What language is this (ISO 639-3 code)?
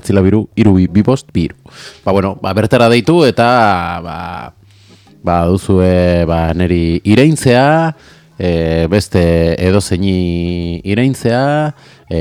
eus